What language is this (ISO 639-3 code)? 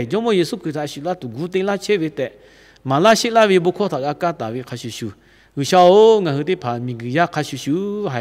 lhu